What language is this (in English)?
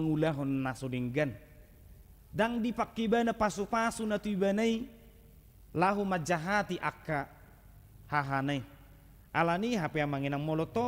Batak Toba